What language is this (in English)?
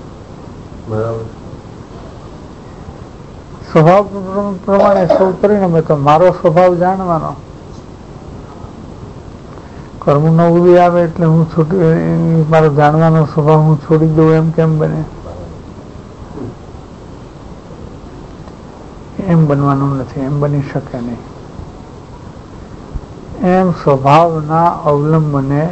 Gujarati